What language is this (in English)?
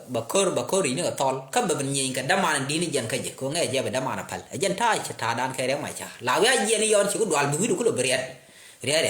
Nuer